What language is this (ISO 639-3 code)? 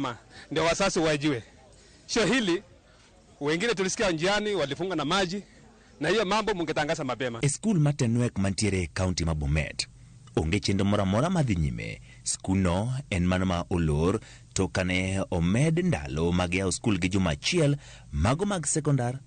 luo